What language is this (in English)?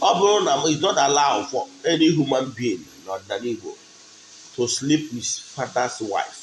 Igbo